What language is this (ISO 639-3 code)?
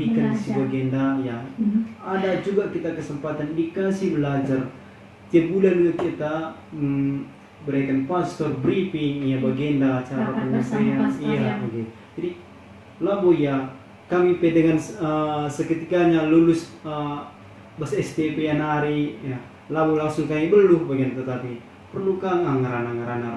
btx